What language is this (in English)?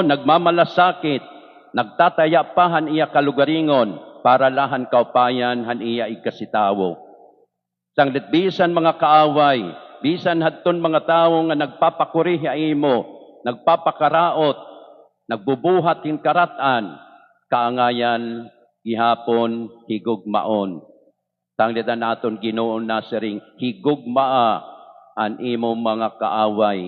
Waray